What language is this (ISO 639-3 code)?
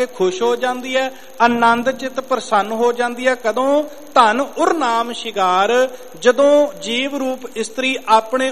pan